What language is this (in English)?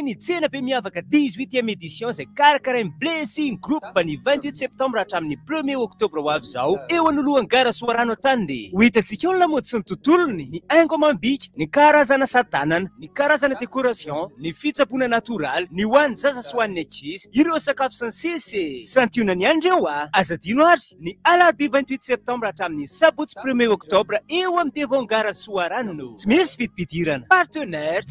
Malagasy